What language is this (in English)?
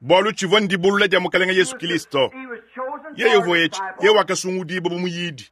Luba-Lulua